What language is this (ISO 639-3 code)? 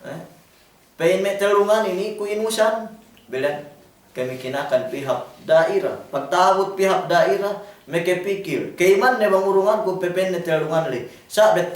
yka